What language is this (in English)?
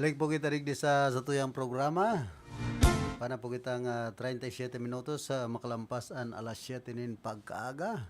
Bikol